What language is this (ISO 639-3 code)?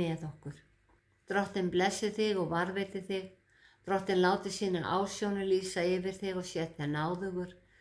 isl